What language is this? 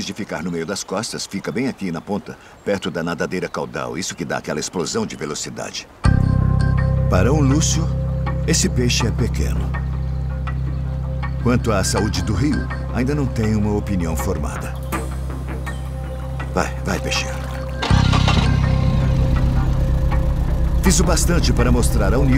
Portuguese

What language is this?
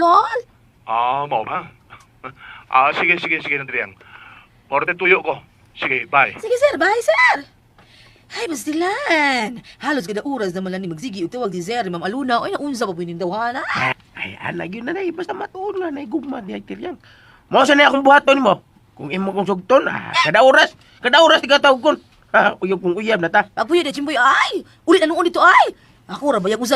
Cebuano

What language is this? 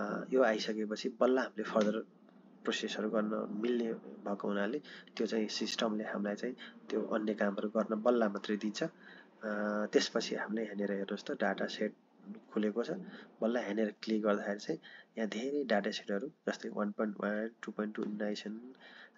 Nepali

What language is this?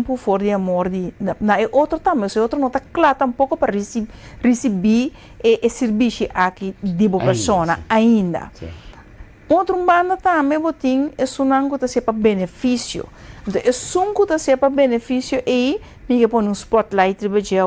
Papiamento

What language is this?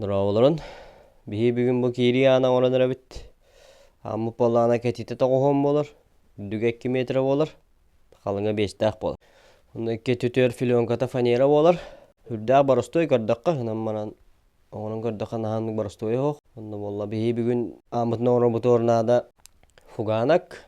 Yakut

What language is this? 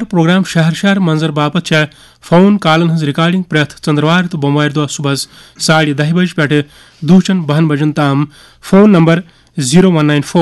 Kashmiri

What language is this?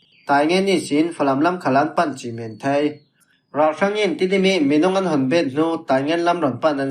Falam Chin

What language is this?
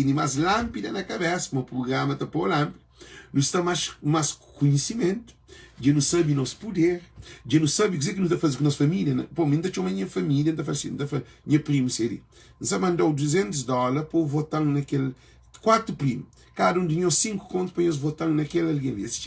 Kabuverdianu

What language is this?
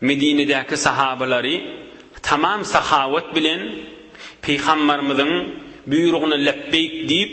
Turkmen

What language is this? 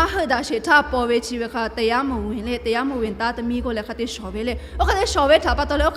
Lahu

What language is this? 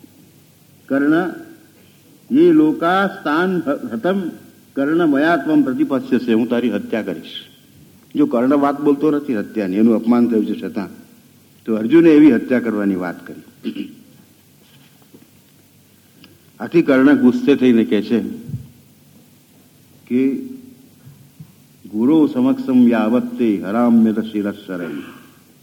Gujarati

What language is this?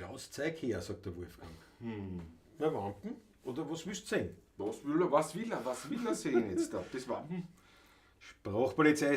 Bavarian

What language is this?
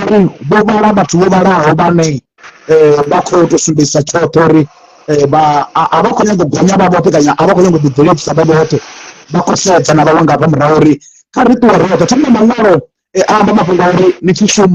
Venda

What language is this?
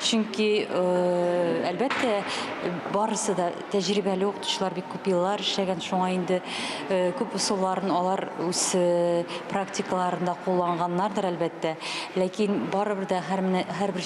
Tatar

